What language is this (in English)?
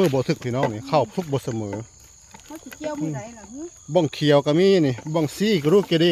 Northeastern Thai